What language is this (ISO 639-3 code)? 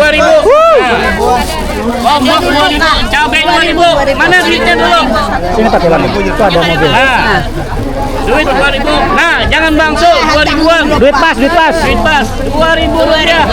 bjn